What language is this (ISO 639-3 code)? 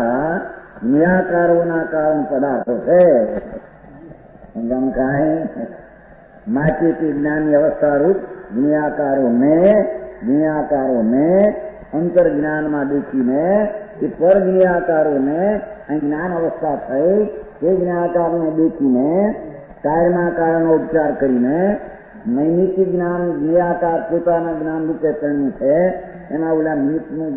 guj